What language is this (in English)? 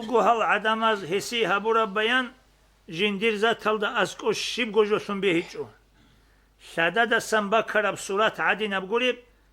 Avaric